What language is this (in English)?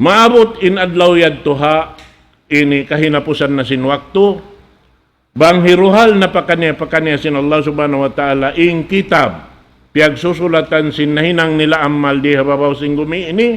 Tausug